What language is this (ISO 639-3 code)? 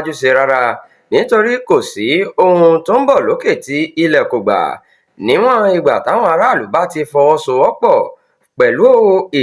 yor